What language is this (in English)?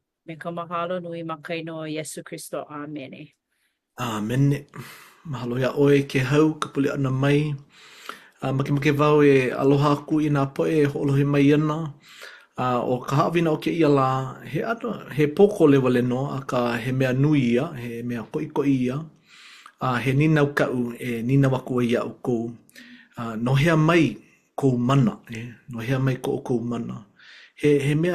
Hawaiian